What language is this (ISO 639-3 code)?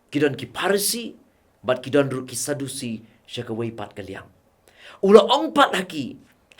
kha